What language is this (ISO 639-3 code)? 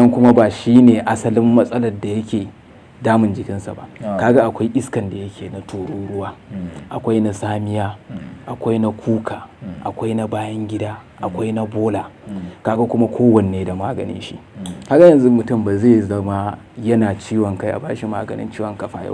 hau